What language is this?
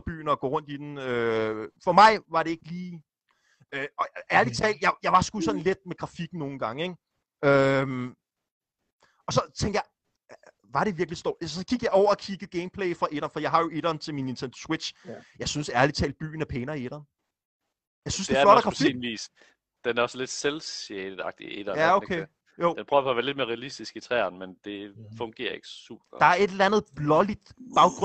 Danish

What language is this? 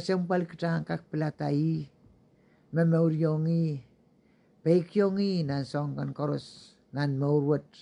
Pohnpeian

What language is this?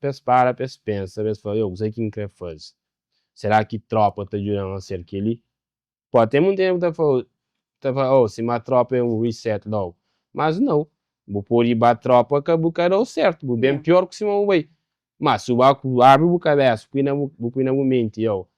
Kabuverdianu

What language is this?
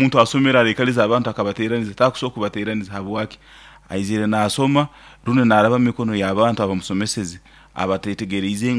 Nyoro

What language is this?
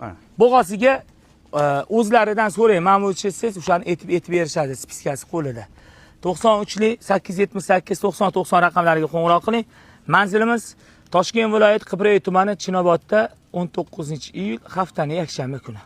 Uzbek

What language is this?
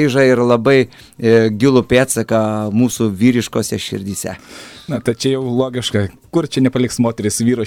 Lithuanian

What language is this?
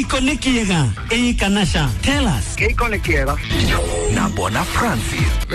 Swahili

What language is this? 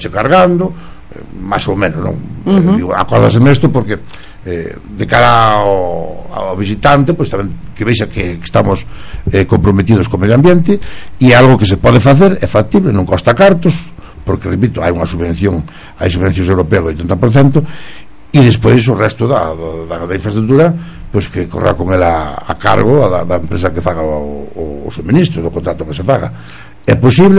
Galician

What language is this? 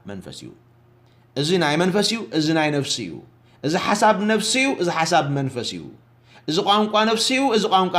Tigrinya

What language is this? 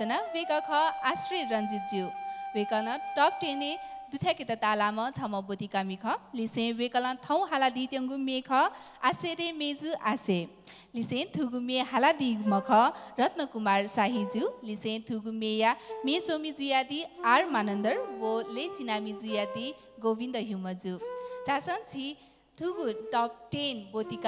Newari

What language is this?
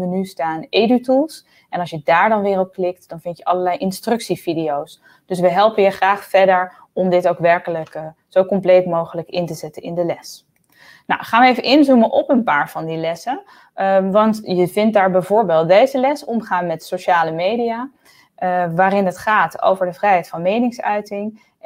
Dutch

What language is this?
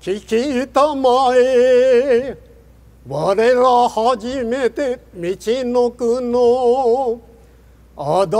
Japanese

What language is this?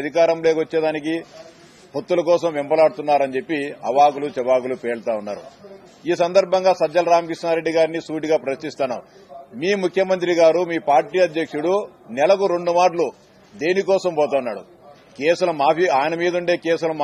Telugu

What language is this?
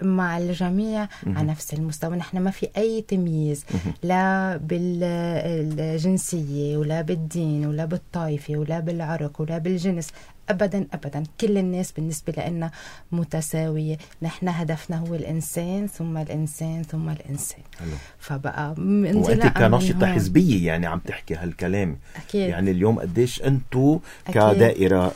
North Levantine Arabic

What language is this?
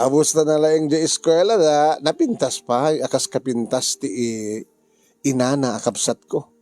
Iloko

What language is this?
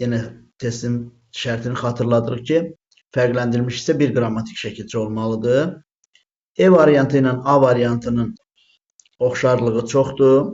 Azerbaijani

